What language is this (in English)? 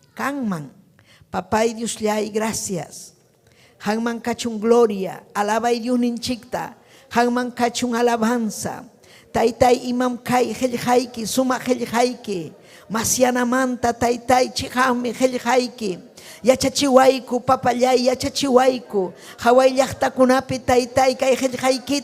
Ayacucho Quechua